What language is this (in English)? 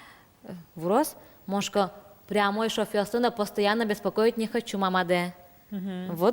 Udmurt